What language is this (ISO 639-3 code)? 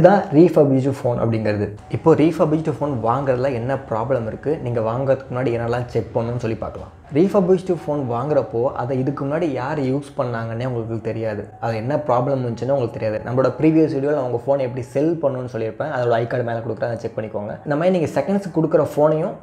tam